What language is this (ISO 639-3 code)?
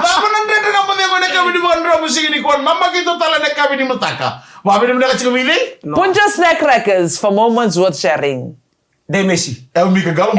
fij